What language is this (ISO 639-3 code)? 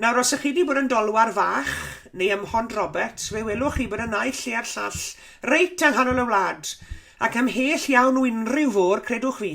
cym